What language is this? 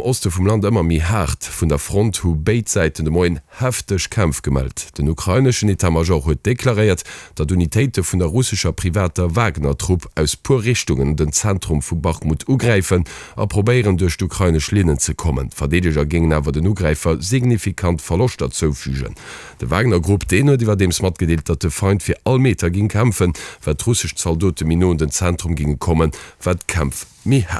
Luxembourgish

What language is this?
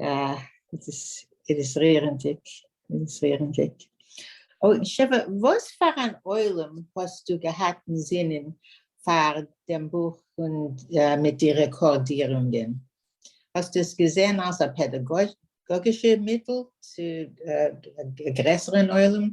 Yiddish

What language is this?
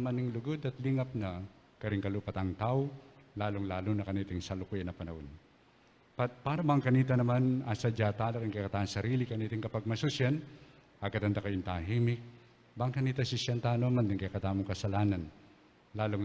Pampanga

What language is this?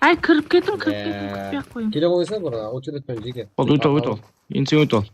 Kara-Kalpak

